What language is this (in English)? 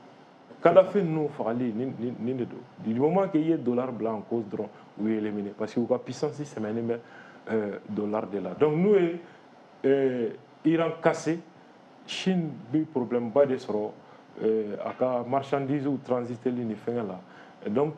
Bambara